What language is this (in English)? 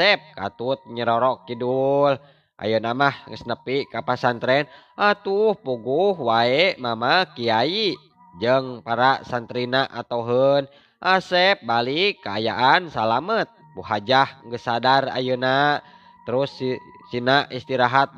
Sundanese